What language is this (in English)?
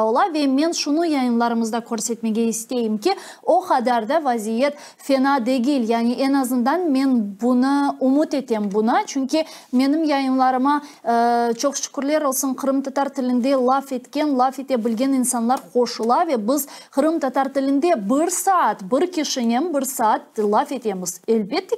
Crimean Tatar